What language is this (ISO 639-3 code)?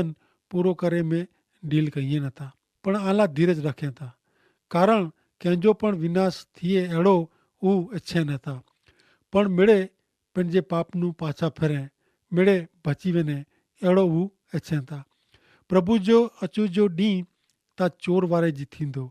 kfr